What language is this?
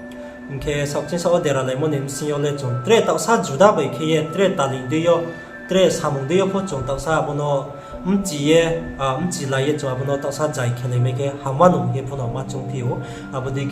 Riang (India)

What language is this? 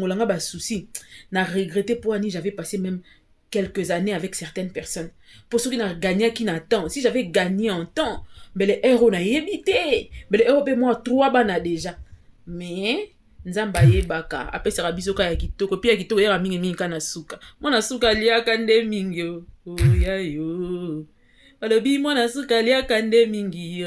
Lingala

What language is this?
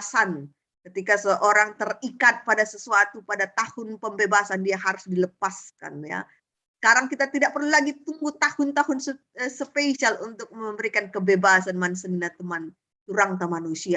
Batak Karo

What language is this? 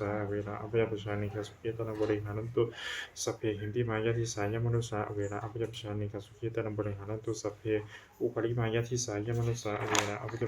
Pali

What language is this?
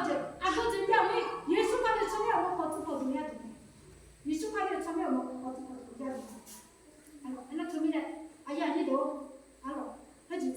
Akha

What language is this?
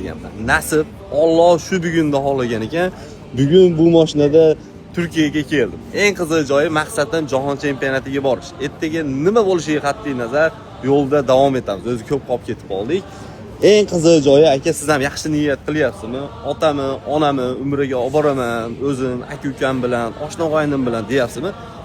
Uzbek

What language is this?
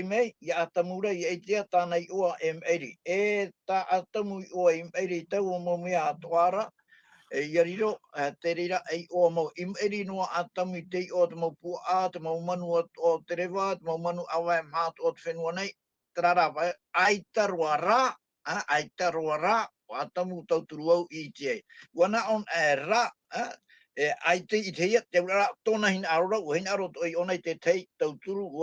Tahitian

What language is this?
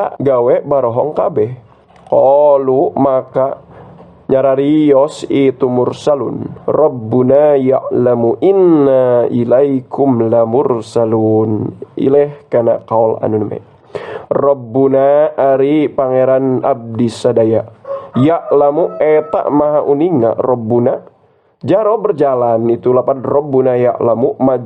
Sundanese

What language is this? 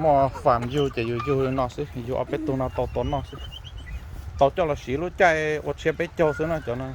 Hmong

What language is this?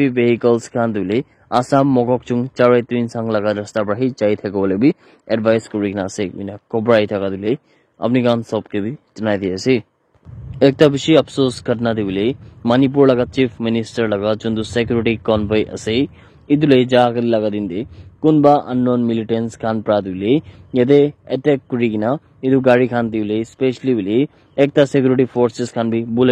Naga Pidgin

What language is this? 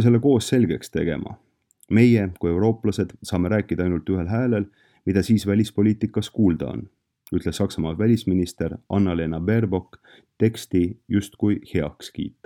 Estonian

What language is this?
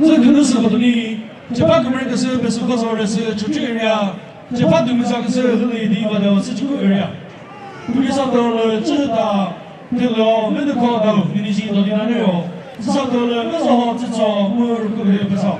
Chokri Naga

